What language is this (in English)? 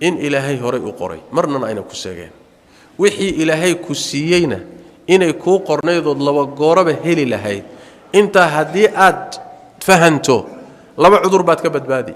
Somali